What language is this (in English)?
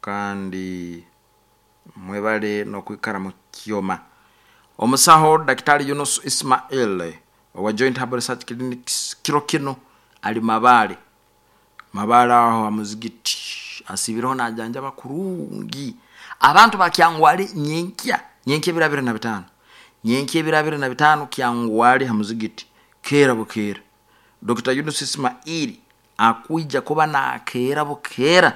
Nyoro